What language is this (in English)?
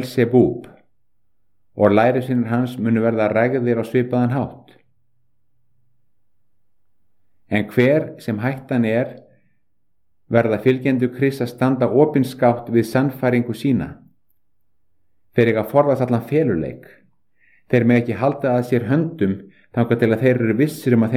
Icelandic